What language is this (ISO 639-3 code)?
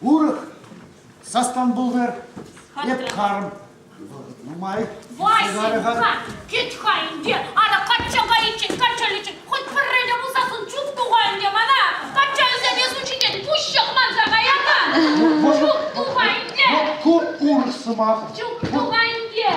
chv